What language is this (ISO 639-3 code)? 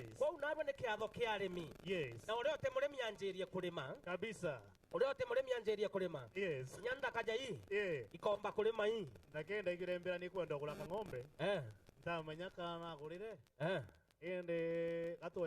mer